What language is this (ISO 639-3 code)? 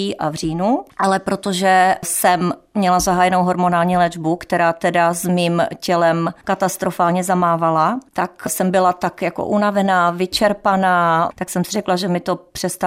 ces